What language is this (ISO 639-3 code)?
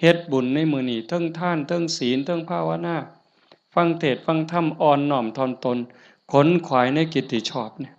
tts